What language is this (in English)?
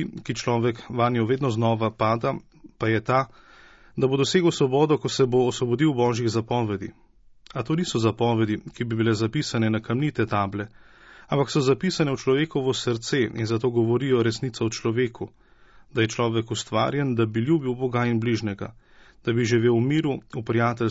Slovenian